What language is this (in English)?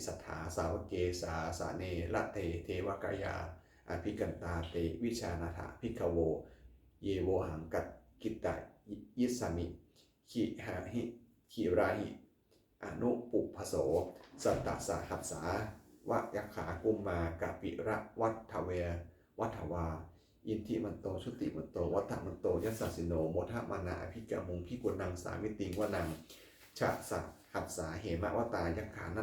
Pali